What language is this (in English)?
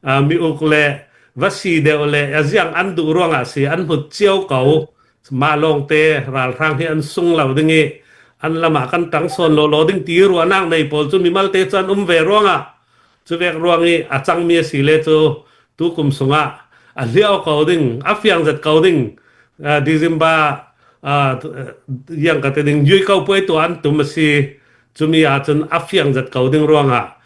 Falam Chin